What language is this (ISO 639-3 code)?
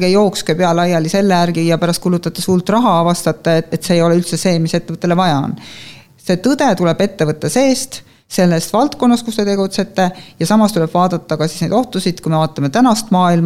est